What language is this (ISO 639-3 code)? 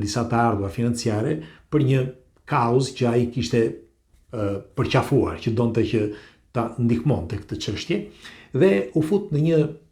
sqi